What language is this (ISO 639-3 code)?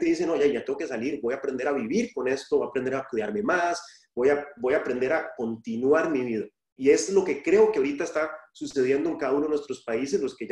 spa